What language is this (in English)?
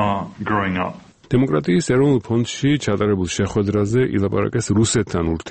Georgian